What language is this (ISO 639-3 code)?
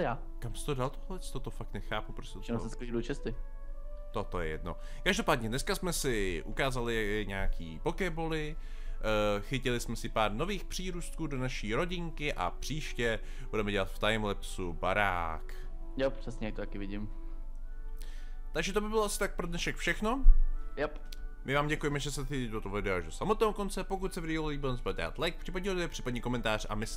ces